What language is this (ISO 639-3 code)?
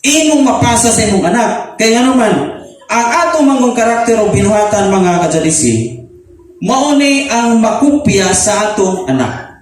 ceb